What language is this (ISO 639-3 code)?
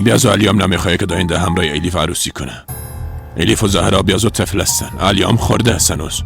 fas